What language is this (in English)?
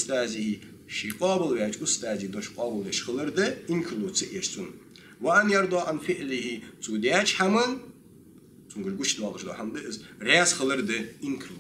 Ingush